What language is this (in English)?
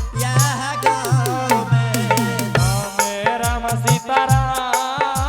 Angika